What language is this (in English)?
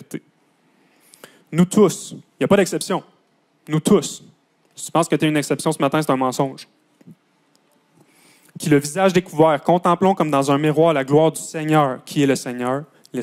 French